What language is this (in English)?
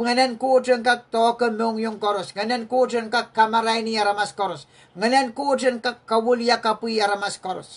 Pohnpeian